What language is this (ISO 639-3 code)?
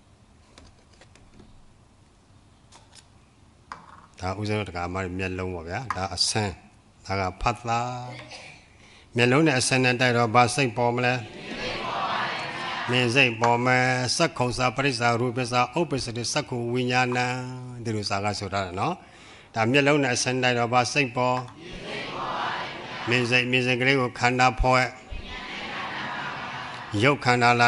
mya